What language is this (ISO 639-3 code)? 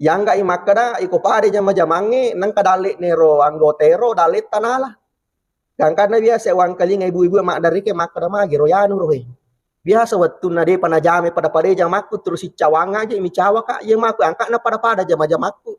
bug